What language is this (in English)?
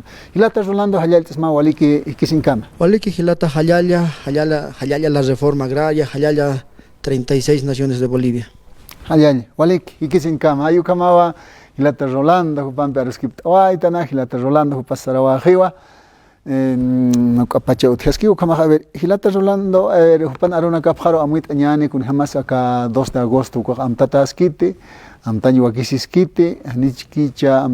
Aymara